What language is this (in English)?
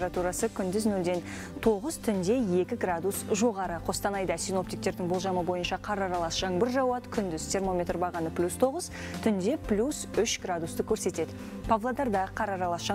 Kazakh